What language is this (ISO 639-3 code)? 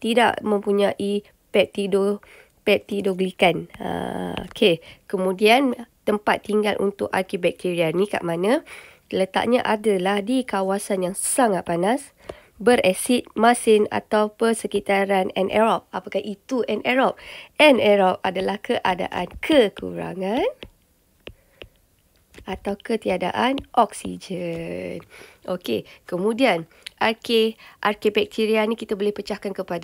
msa